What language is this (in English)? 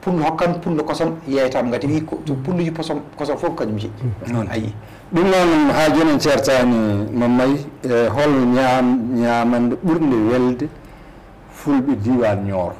Fula